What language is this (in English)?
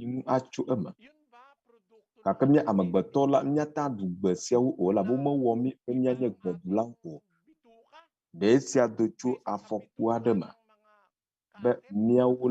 Ewe